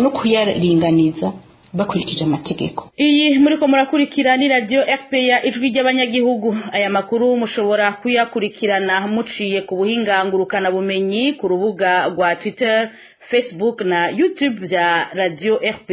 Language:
Rundi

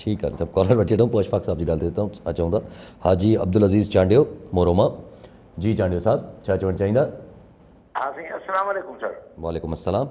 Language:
Sindhi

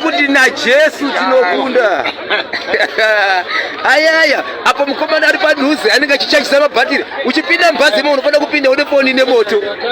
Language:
Shona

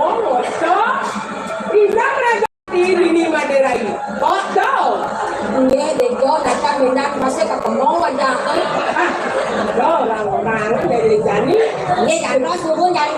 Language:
Balinese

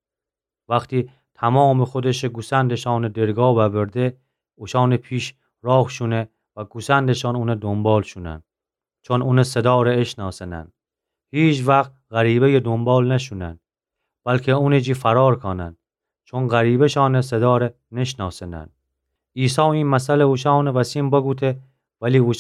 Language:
Gilaki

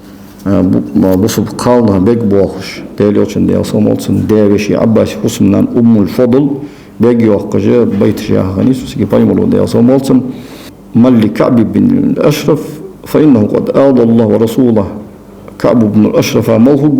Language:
Ingush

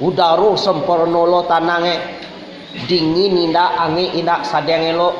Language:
Minangkabau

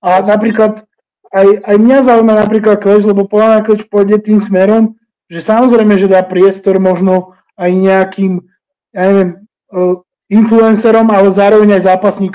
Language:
Slovak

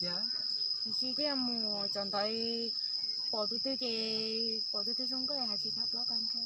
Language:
Hmong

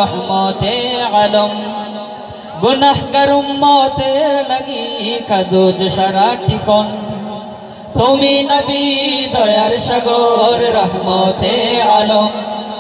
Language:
Bangla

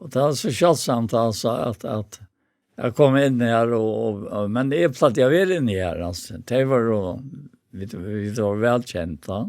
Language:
Faroese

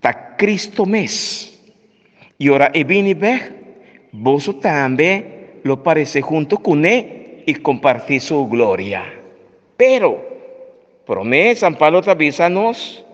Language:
Papiamento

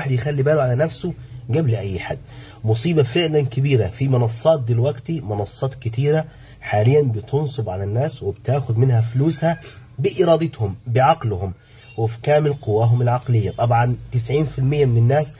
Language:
Egyptian Arabic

